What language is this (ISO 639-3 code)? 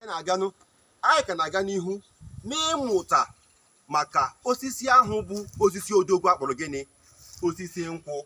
ibo